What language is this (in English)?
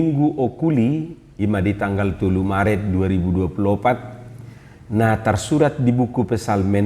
Batak Toba